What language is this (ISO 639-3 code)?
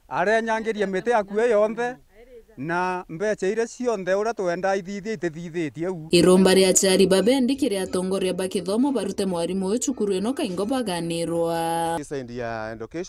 mer